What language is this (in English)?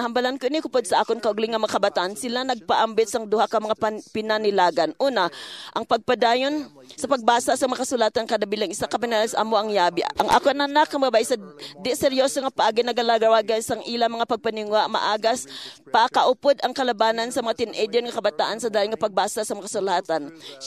Hiligaynon